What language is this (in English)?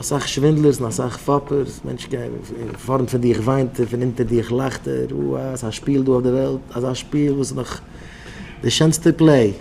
Yiddish